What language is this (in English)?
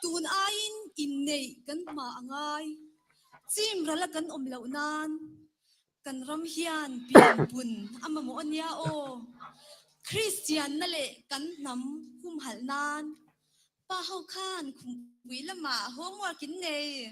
Mizo